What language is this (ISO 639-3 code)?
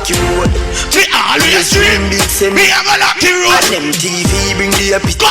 jam